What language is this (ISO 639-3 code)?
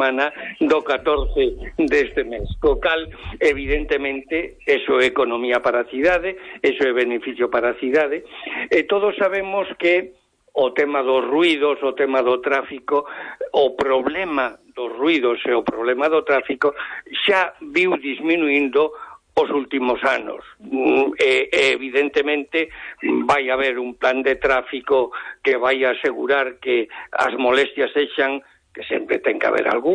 glg